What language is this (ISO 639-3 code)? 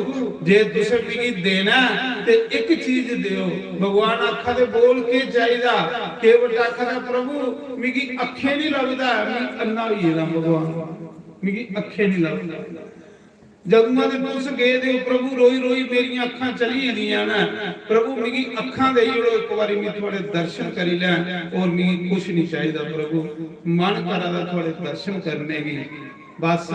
doi